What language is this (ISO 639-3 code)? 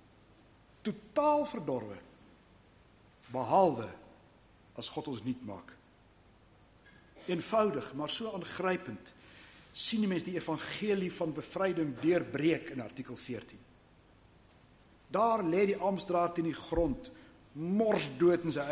afr